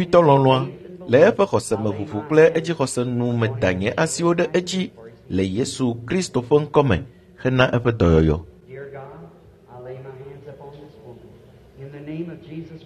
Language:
Ewe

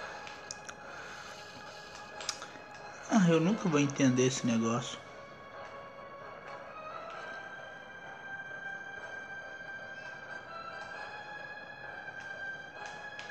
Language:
Portuguese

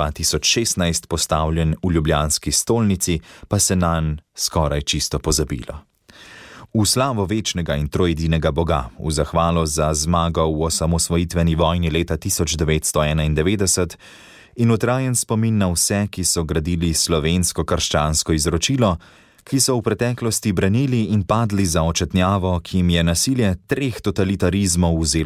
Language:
Slovenian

